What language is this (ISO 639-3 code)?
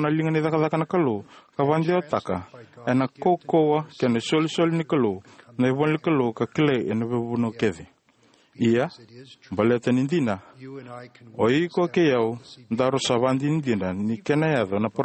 fij